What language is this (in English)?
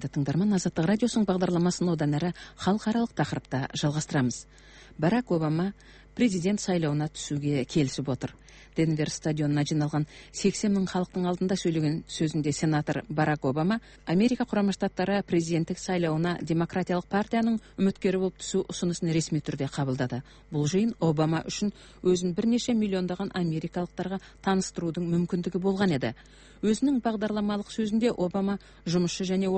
Kazakh